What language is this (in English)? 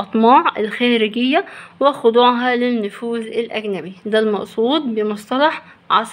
Egyptian Arabic